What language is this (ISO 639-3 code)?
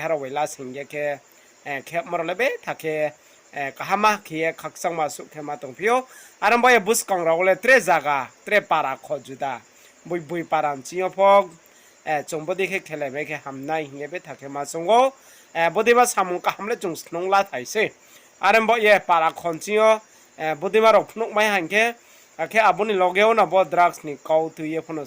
ria